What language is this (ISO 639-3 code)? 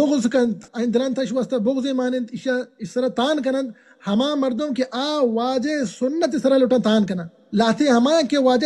bal